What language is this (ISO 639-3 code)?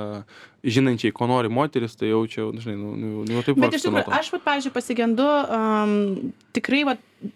lit